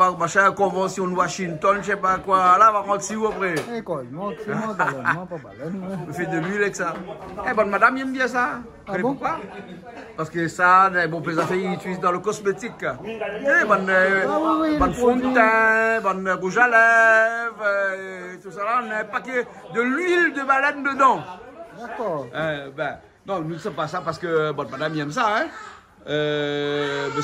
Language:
Réunion Creole French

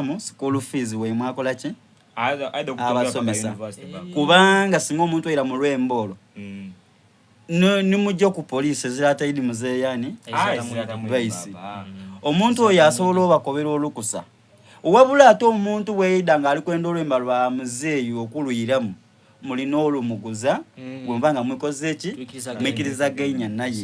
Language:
Soga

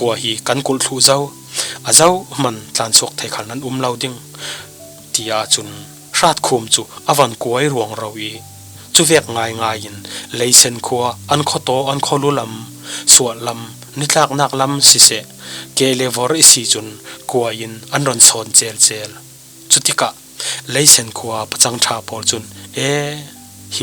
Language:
Falam Chin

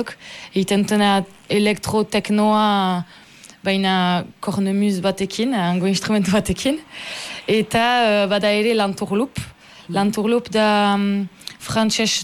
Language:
Basque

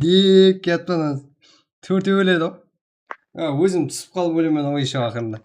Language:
Kara-Kalpak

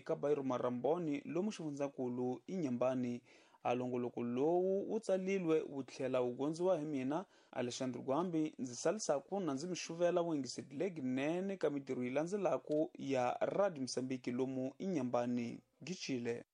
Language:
Tsonga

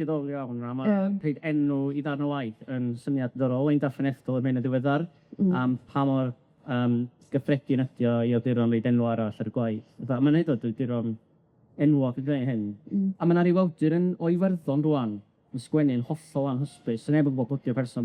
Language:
Welsh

